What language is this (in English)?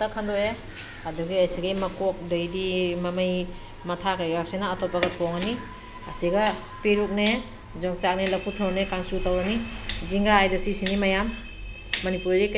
Manipuri